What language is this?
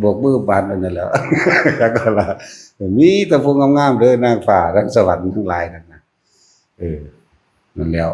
Northeastern Thai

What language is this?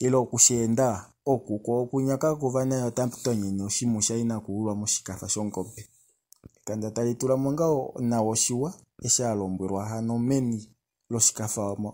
Kuanyama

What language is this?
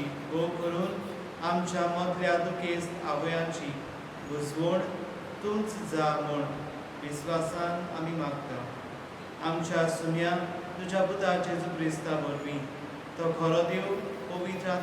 Konkani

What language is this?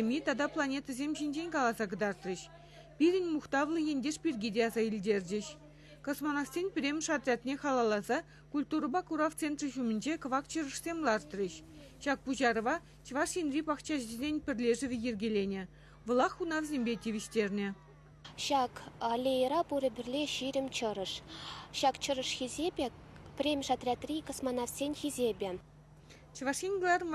Chuvash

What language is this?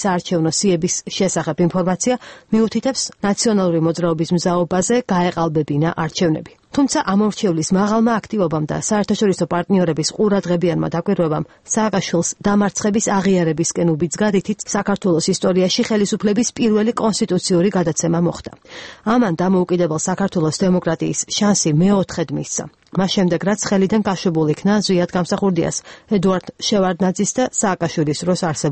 Georgian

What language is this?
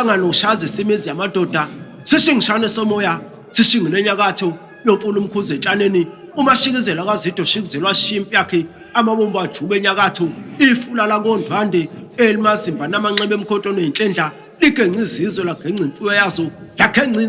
Zulu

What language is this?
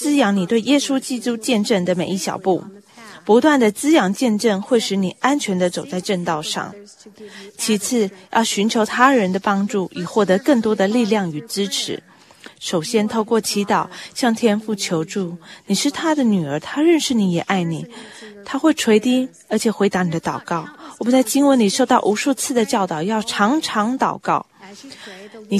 Chinese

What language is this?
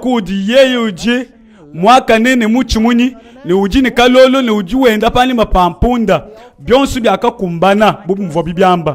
Luba-Lulua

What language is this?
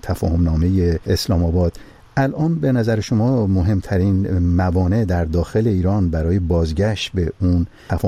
Persian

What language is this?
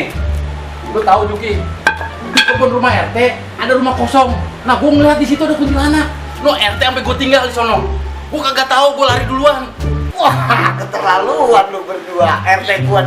Betawi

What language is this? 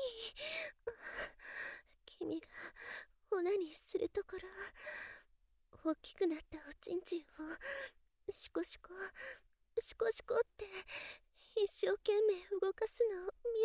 Japanese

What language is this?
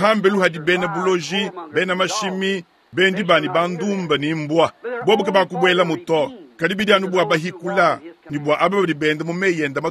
Luba-Lulua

